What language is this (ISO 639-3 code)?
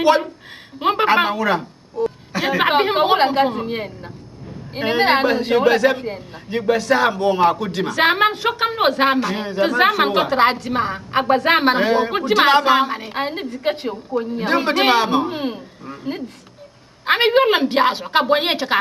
dag